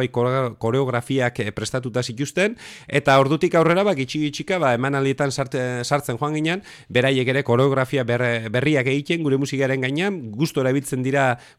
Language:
Basque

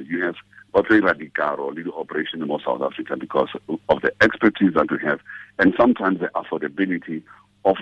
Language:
Tswana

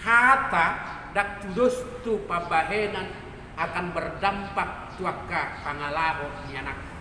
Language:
Batak Toba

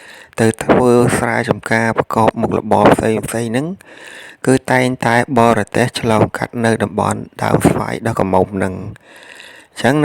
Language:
Khmer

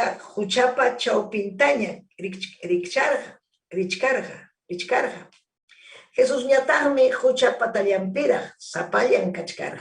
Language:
Ayacucho Quechua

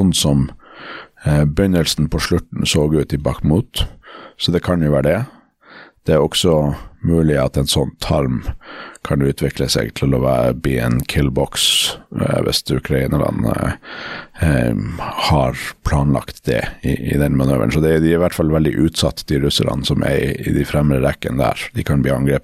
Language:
Norwegian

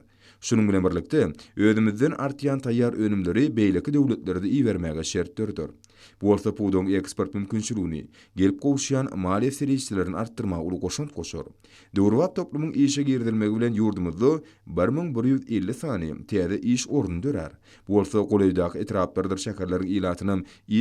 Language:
Turkmen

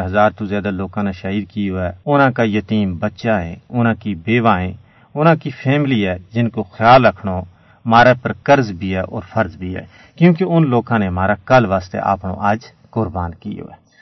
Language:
Gujari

